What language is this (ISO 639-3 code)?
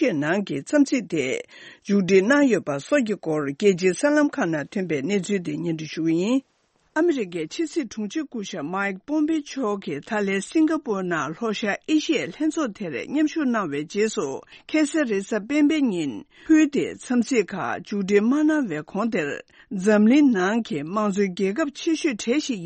bod